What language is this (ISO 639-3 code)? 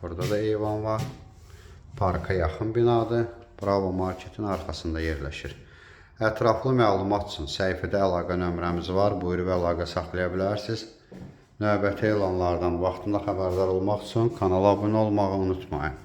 aze